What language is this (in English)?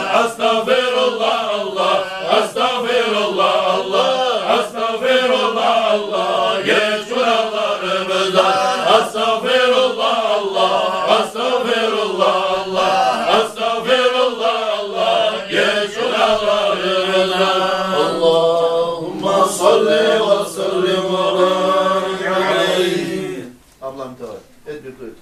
Kumyk